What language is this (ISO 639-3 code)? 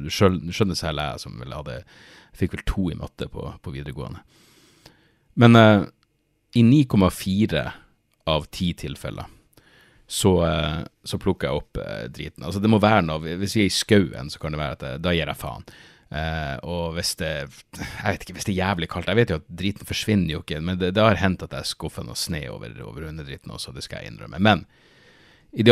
nor